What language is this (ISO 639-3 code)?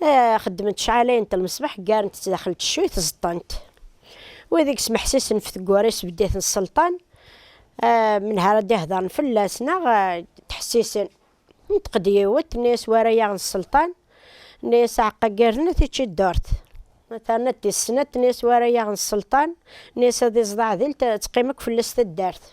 kab